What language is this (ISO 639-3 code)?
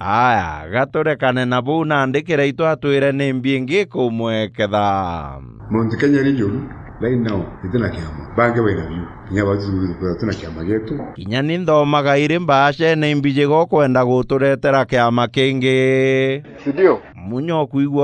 mer